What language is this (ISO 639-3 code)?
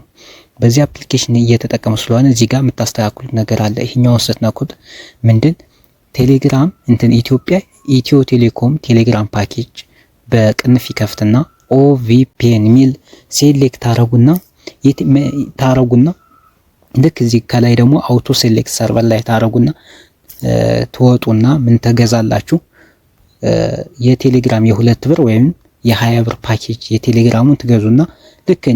amh